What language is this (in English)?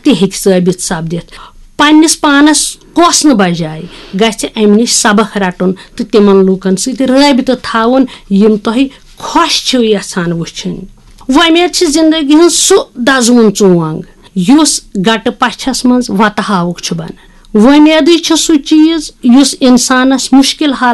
Kashmiri